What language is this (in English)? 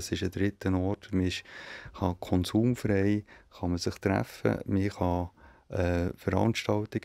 Swiss German